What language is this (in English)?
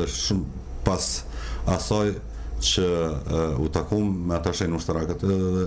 Albanian